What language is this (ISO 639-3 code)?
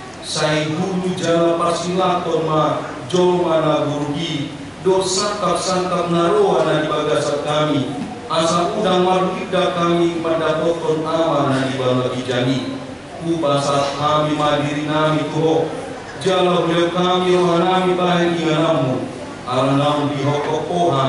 bbc